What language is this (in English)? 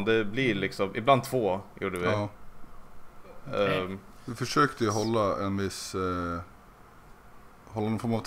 Swedish